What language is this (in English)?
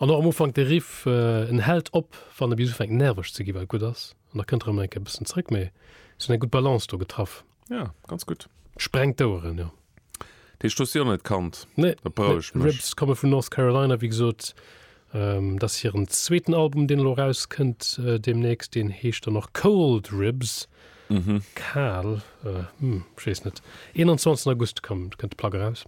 Luxembourgish